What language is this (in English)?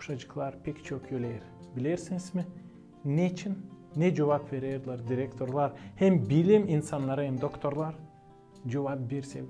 Gagauz